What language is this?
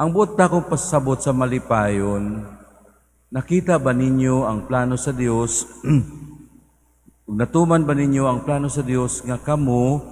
Cebuano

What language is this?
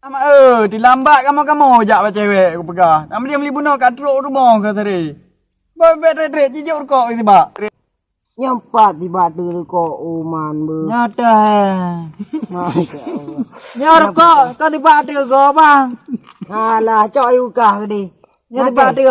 Achinese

